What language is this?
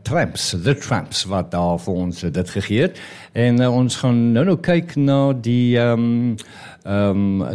Afrikaans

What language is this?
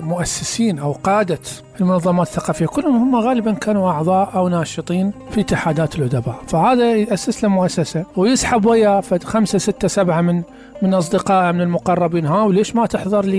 Mesopotamian Arabic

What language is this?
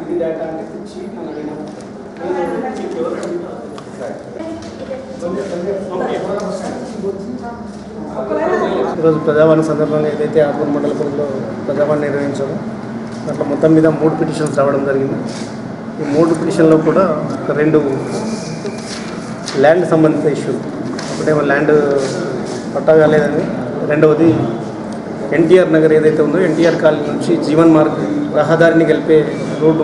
Telugu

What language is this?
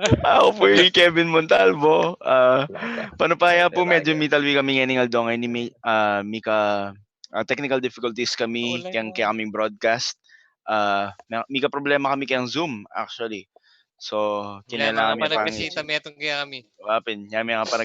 Pampanga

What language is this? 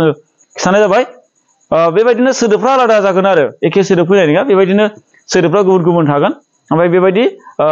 Bodo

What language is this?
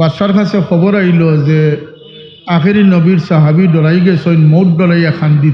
Sylheti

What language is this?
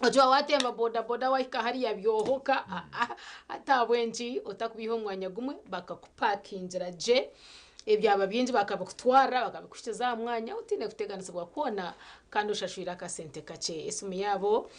Nyankole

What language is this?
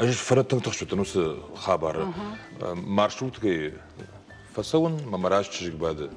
Ossetic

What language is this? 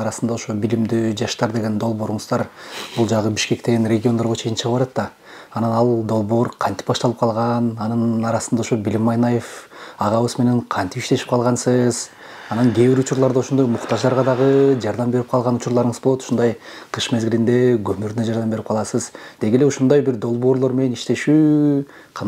Kyrgyz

